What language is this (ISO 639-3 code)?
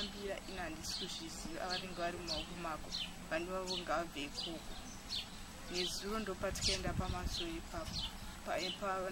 sna